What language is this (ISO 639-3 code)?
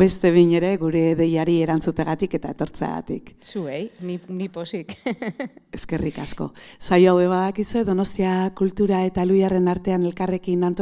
eus